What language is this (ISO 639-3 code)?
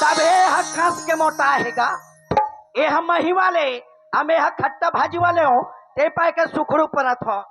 hne